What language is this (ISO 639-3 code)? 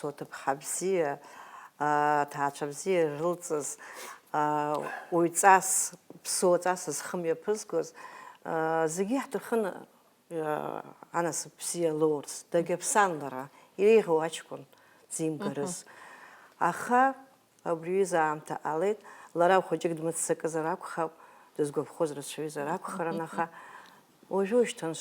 abk